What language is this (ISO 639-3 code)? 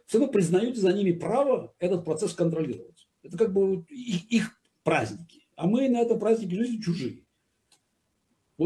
rus